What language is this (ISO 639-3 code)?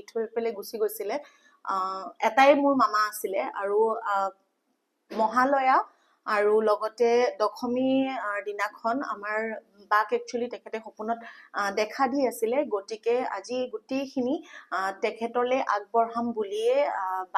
asm